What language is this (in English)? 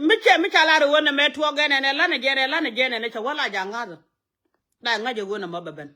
Nuer